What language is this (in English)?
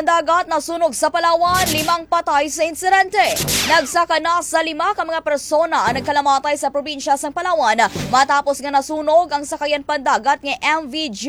Hiligaynon